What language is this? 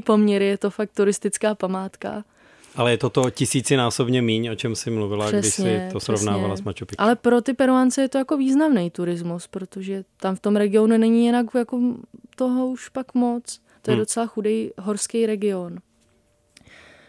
Czech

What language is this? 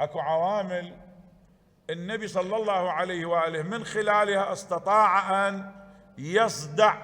Mesopotamian Arabic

